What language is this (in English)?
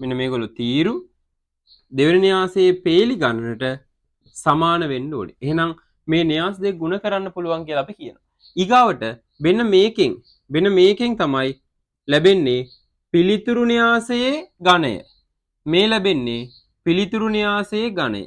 Sinhala